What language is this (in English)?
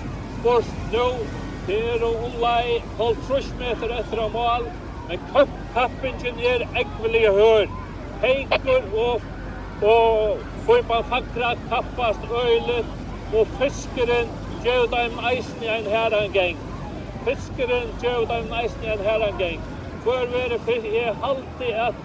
Faroese